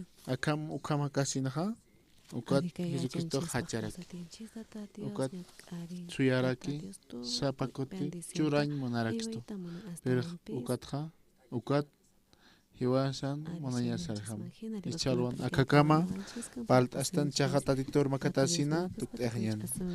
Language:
Aymara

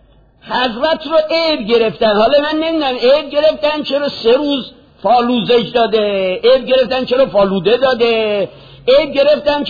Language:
Persian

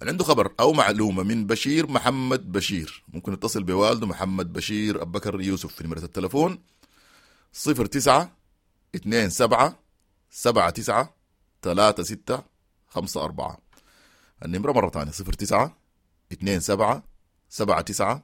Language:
Sudanese Arabic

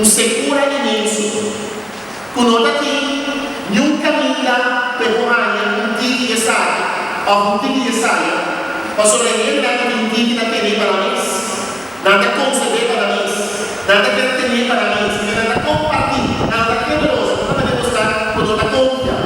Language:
Papiamento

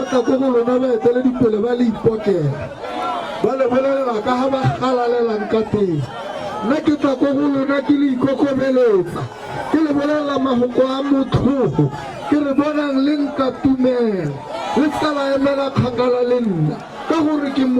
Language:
Tswana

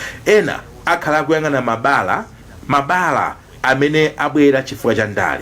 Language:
Nyanja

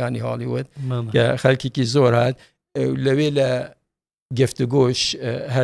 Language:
Central Kurdish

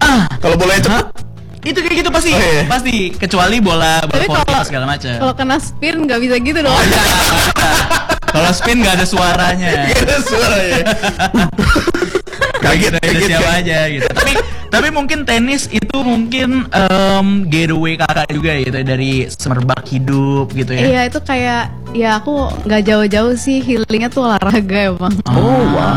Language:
Indonesian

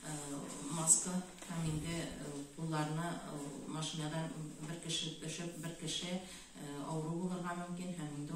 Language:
Tatar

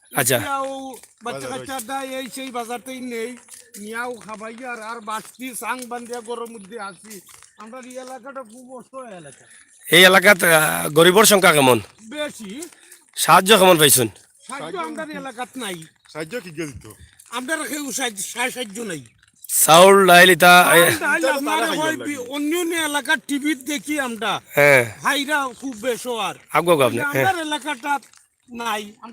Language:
Sylheti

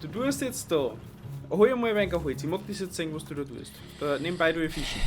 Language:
Bavarian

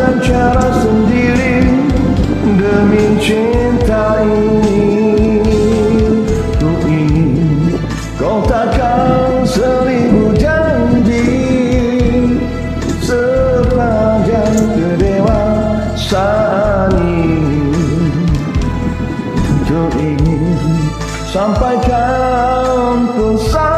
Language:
Malay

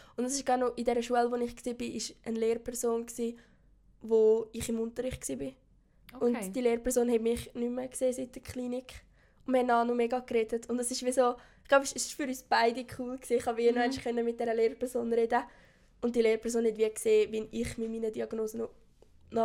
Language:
German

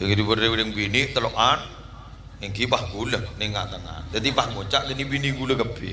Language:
Madurese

